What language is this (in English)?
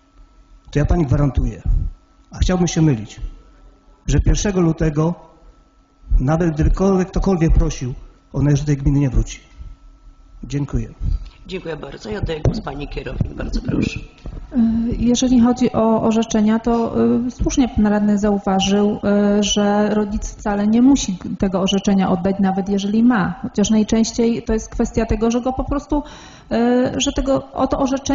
Polish